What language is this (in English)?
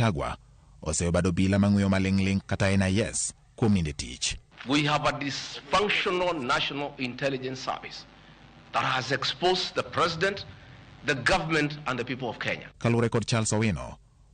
Luo (Kenya and Tanzania)